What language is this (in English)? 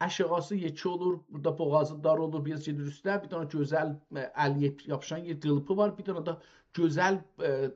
South Azerbaijani